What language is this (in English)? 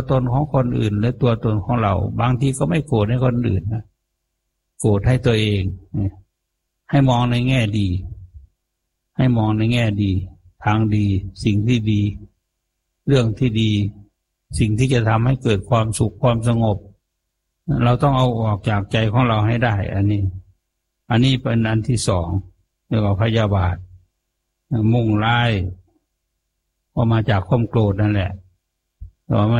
Thai